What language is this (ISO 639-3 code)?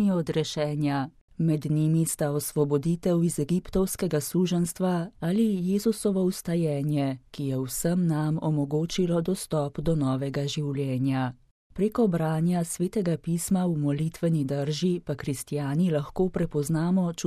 slv